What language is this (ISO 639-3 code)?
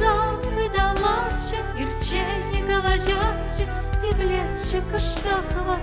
chv